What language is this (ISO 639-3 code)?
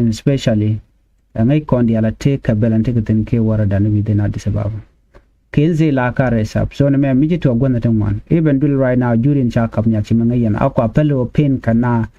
nus